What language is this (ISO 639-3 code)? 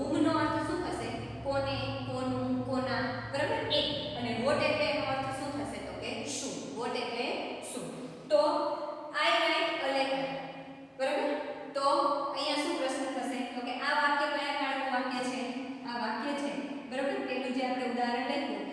guj